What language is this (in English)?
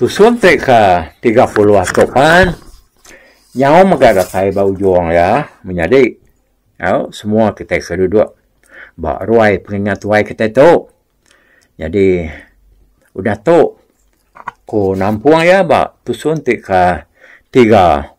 Iban